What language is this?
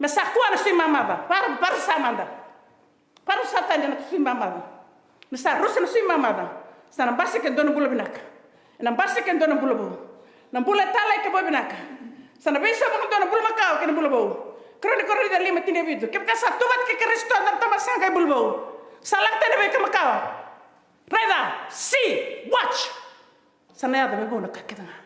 Fijian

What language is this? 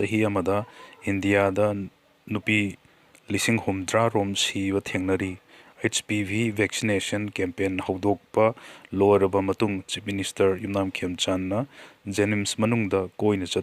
Manipuri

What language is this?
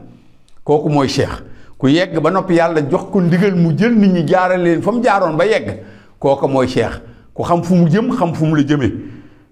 Wolof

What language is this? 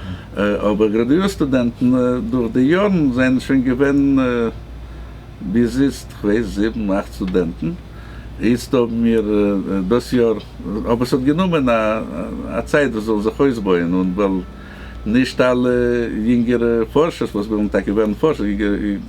Yiddish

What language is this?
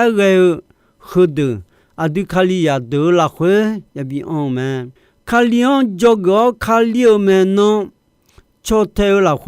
Akha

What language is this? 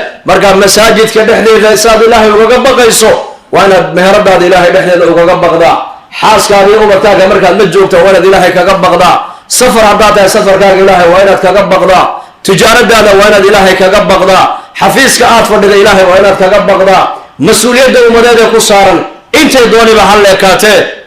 Somali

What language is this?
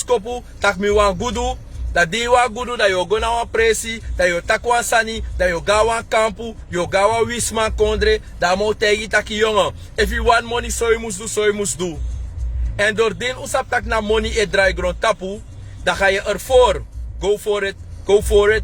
Sranan Tongo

